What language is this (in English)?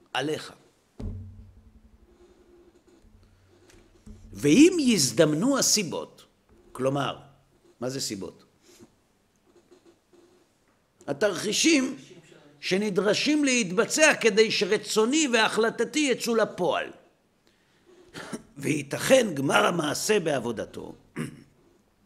Hebrew